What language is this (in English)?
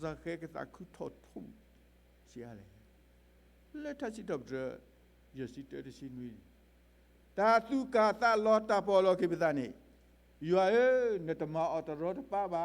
S'gaw Karen